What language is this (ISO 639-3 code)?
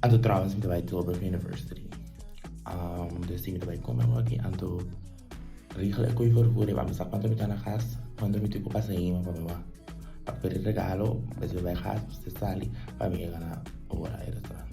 pap